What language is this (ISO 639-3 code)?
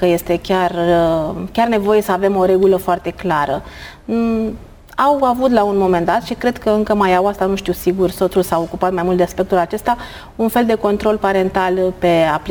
ron